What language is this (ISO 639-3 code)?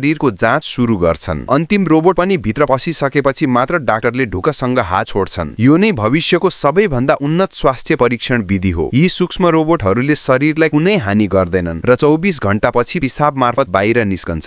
nep